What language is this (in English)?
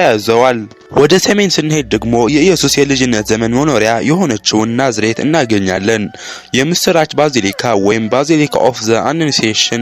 Amharic